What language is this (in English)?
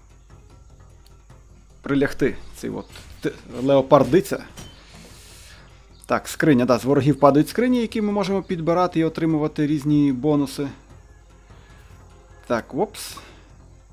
Ukrainian